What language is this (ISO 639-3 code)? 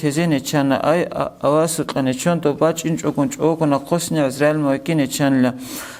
ava